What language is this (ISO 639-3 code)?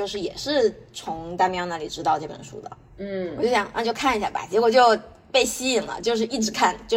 zho